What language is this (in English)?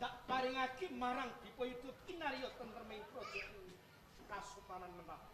Javanese